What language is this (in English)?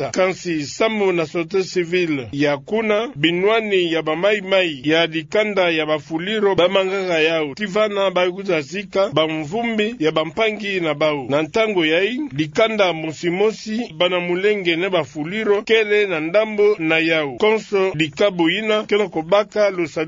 Kituba (Democratic Republic of Congo)